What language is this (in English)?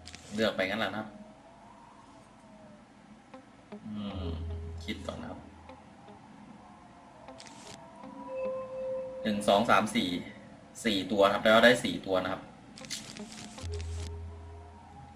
Thai